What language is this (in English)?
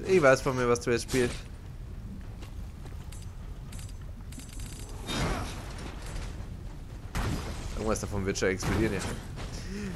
German